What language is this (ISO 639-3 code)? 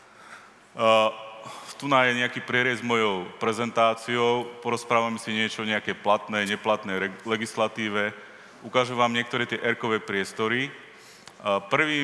slk